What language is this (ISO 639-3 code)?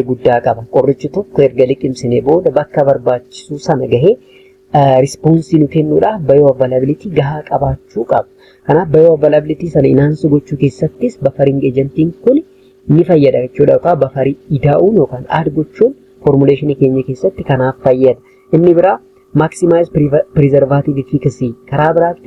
orm